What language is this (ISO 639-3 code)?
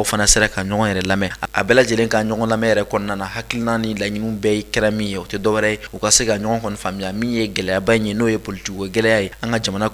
bam